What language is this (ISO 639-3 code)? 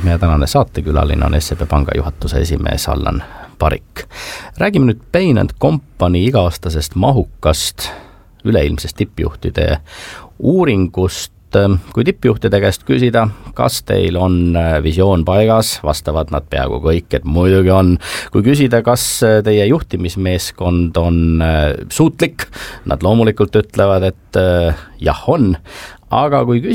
est